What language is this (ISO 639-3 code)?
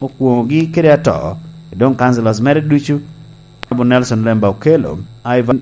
laj